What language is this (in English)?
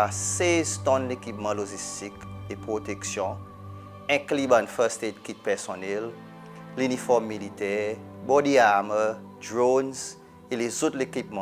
Seselwa Creole French